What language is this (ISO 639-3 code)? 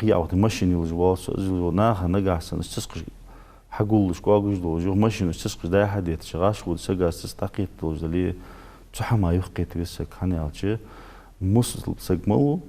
inh